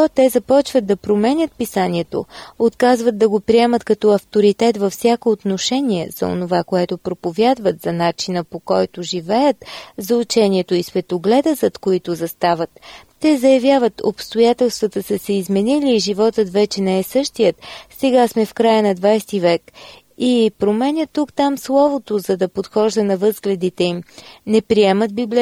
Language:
Bulgarian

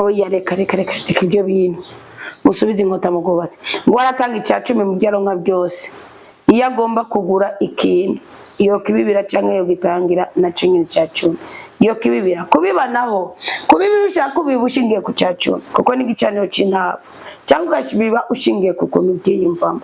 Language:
Rundi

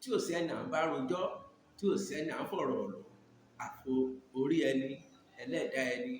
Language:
Yoruba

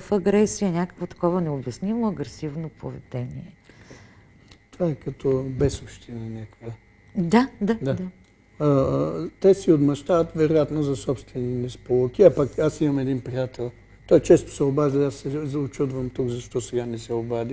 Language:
Bulgarian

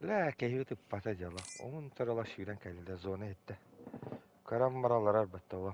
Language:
Yakut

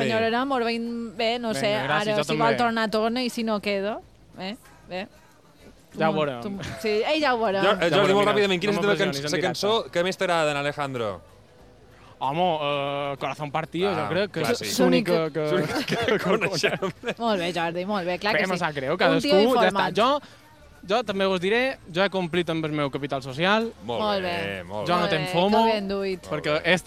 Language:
Catalan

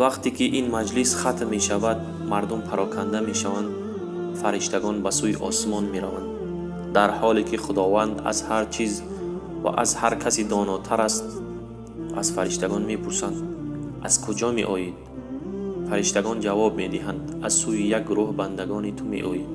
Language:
Tajik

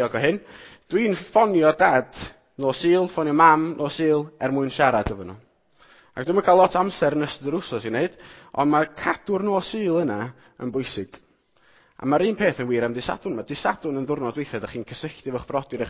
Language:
Welsh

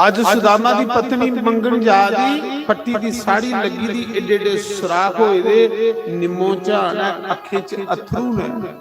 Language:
Dogri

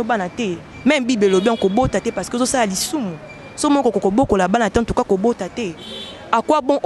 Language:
Lingala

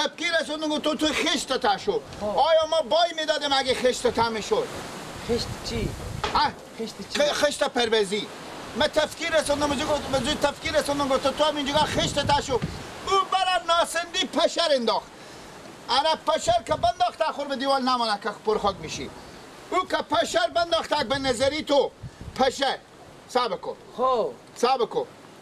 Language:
Persian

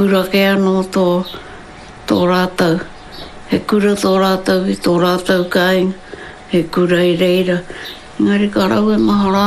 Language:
Māori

